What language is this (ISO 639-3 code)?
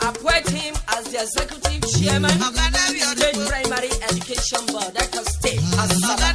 urh